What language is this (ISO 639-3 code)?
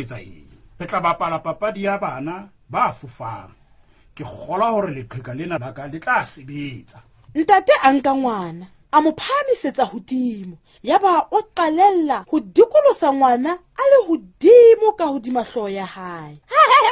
sot